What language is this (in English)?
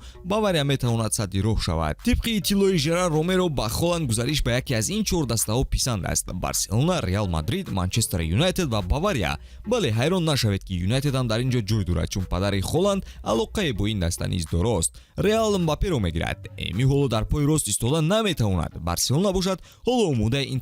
Tajik